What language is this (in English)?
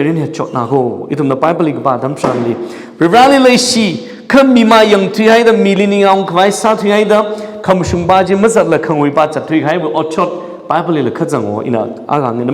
Tangkhul Naga (India)